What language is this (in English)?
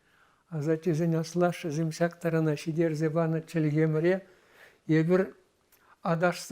Chuvash